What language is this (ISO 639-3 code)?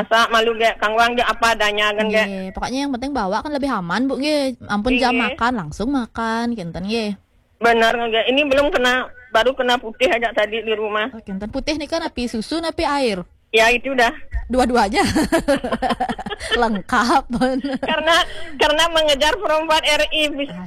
ban